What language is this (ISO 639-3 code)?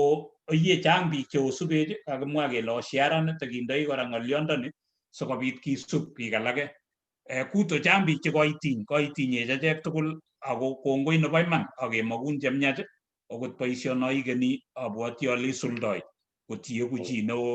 kln